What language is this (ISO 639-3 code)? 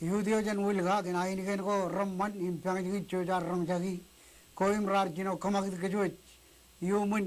mah